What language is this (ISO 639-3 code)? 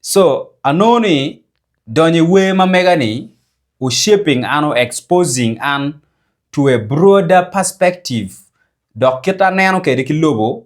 ach